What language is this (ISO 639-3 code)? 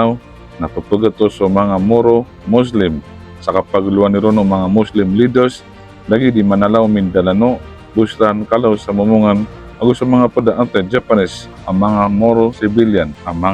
mrw